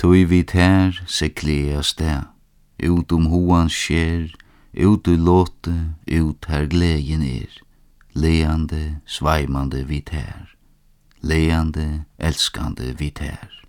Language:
Faroese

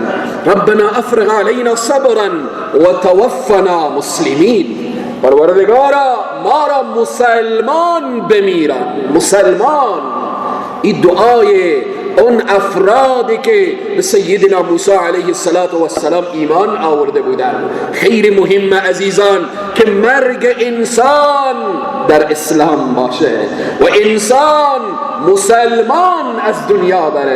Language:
Persian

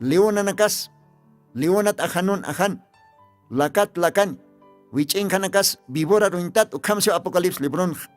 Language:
Aymara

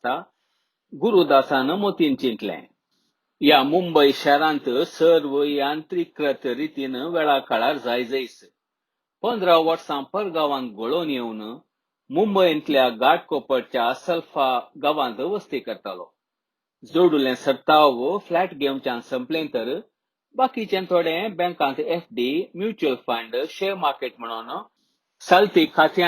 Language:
Konkani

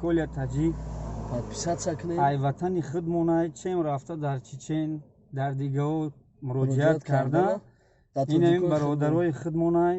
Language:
Tajik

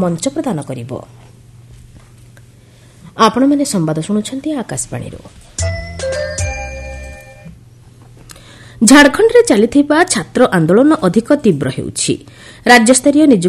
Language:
Odia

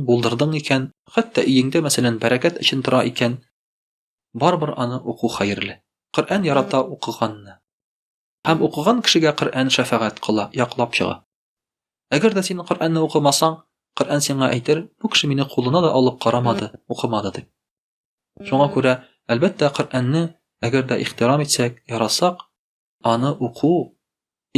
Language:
Tatar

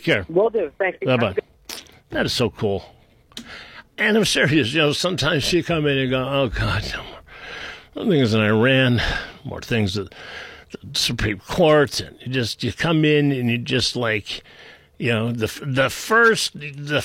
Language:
English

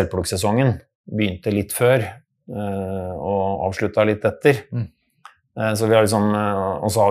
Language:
Norwegian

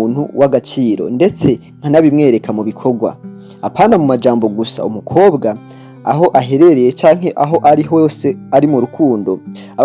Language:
Rundi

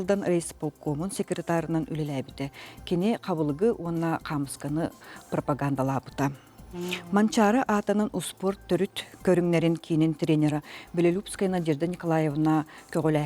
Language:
Yakut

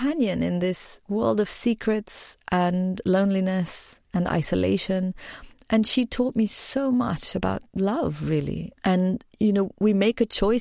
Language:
English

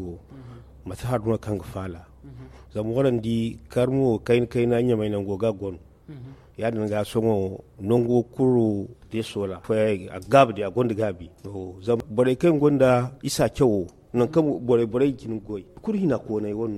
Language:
Zarma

